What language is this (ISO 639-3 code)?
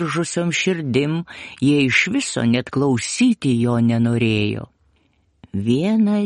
lit